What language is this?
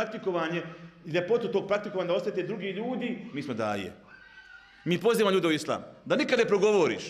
Bosnian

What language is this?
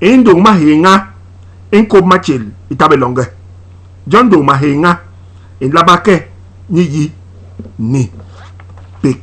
Basaa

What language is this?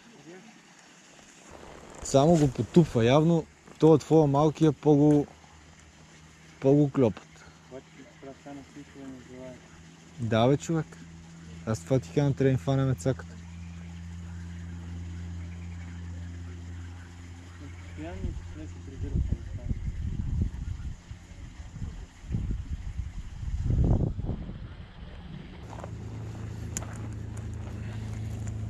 Bulgarian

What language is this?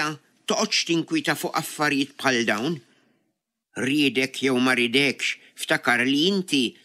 Maltese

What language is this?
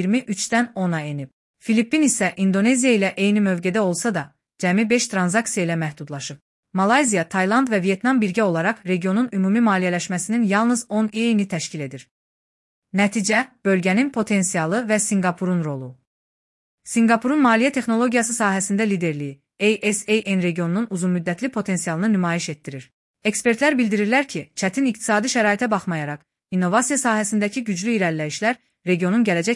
Azerbaijani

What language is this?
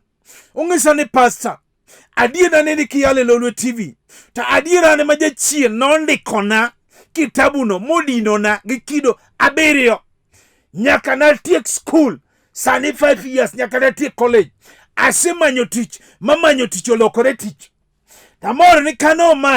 Luo (Kenya and Tanzania)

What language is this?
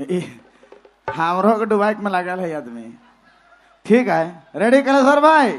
Sadri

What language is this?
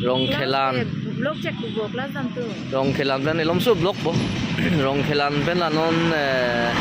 Karbi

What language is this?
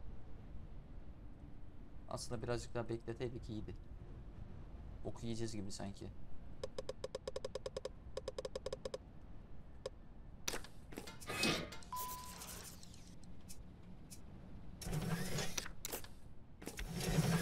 Turkish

